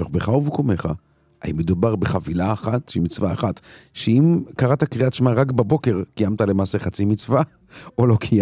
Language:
Hebrew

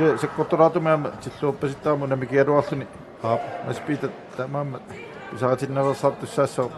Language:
Kalaallisut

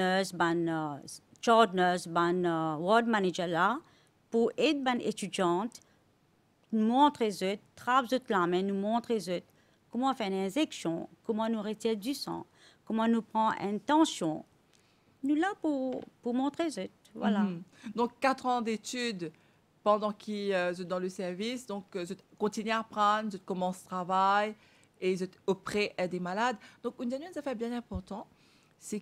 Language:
Morisyen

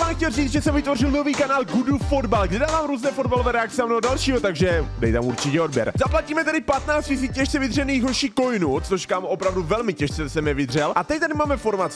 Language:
Czech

